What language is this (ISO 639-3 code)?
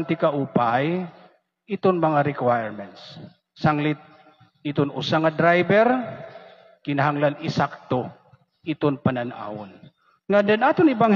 war